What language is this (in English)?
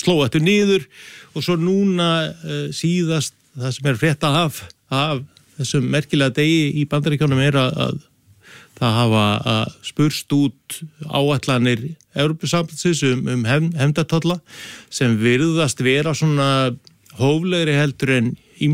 Icelandic